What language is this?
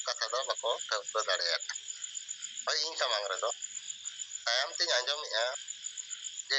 Santali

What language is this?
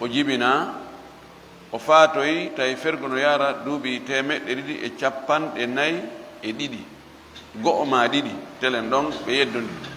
Fula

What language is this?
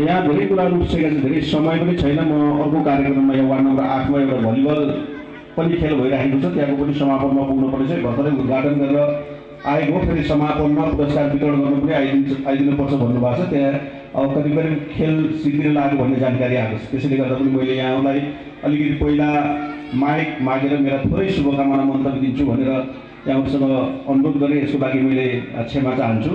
Nepali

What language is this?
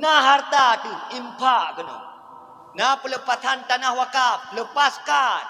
Achinese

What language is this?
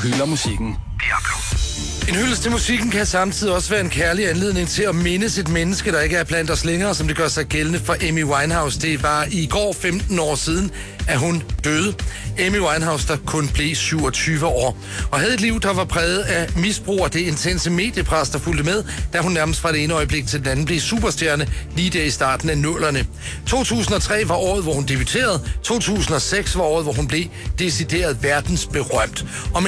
Danish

